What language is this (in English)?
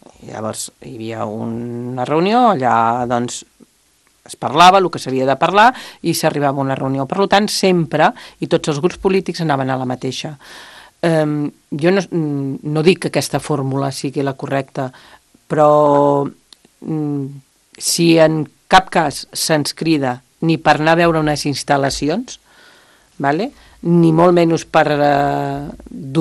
Catalan